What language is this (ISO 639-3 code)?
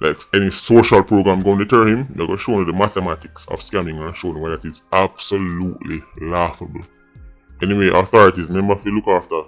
jam